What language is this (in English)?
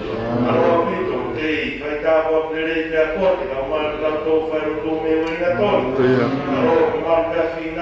Tongan